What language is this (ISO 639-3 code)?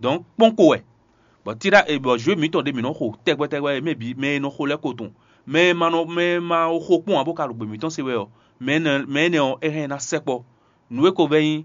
fon